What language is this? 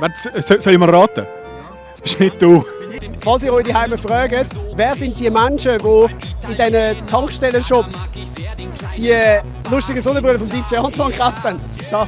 Swiss German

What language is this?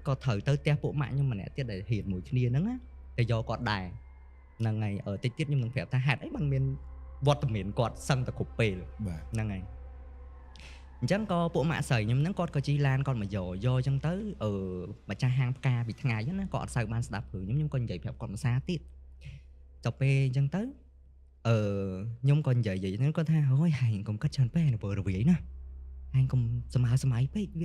Khmer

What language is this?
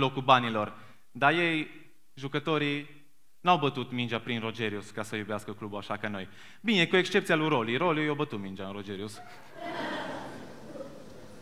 Romanian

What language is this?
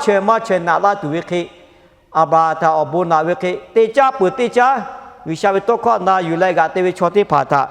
Lahu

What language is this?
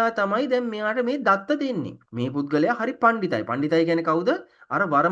Sinhala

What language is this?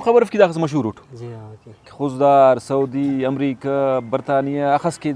Brahui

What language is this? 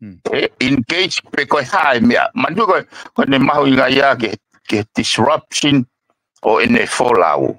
Tongan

